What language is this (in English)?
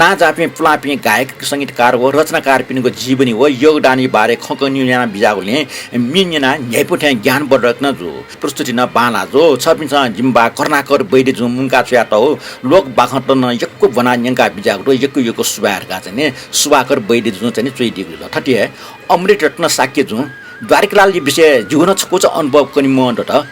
Newari